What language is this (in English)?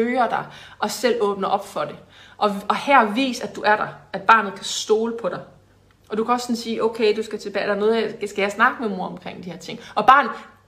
Danish